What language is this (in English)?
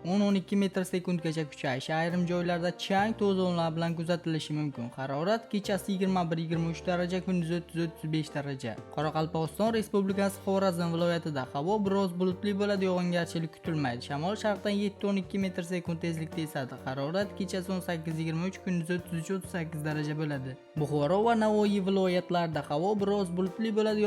Uzbek